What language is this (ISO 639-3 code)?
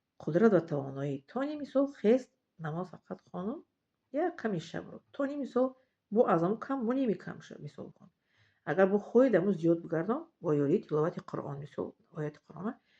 tgk